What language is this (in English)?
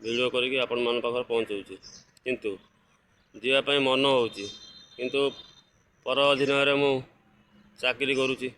Odia